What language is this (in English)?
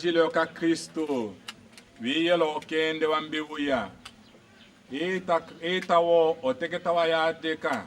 Tetela